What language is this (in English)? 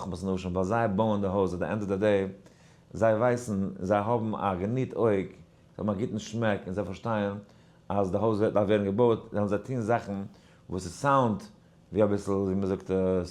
Yiddish